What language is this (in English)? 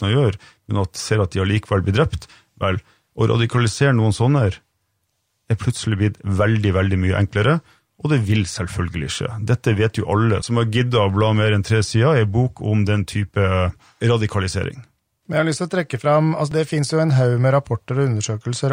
Norwegian